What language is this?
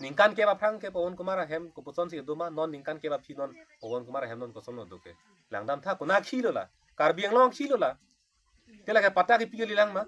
Karbi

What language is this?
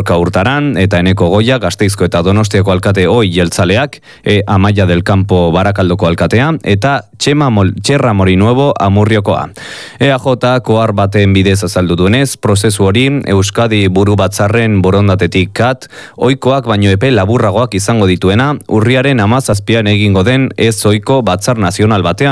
Basque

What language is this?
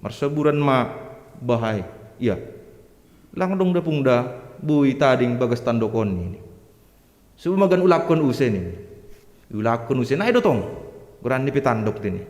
Batak Simalungun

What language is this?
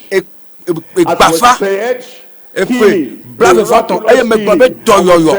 Ewe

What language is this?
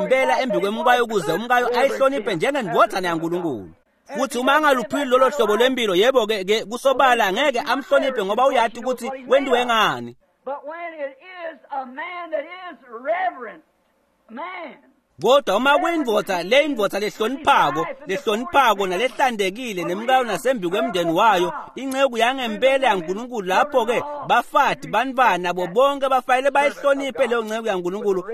Swati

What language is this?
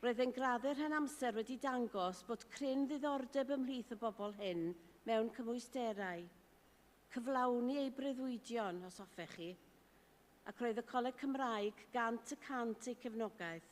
Welsh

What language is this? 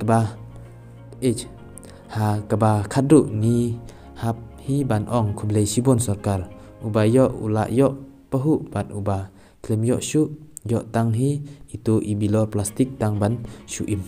Khasi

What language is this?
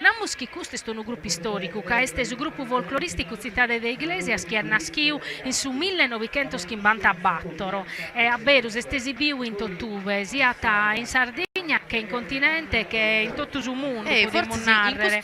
Sardinian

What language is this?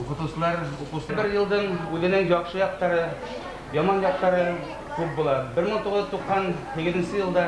Bashkir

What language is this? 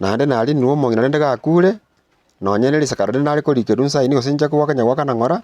Gusii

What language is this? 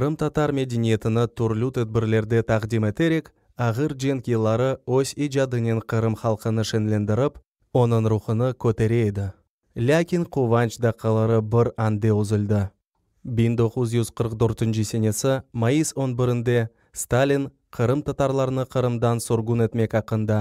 Crimean Tatar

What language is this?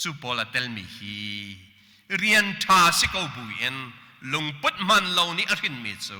Hakha Chin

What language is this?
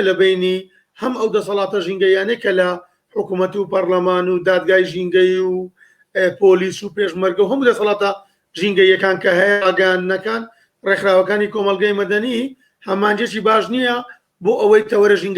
Central Kurdish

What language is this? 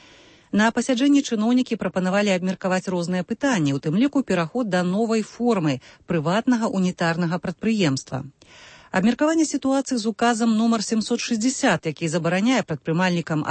Belarusian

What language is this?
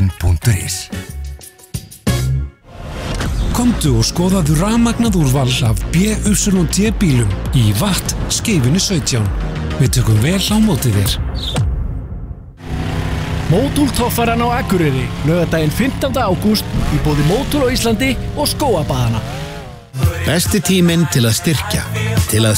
Icelandic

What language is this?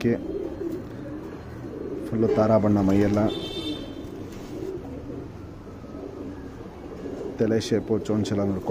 Kannada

